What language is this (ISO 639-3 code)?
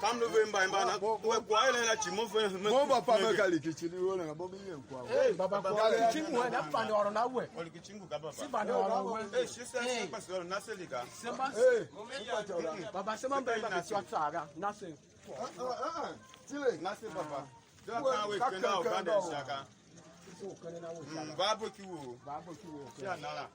tiv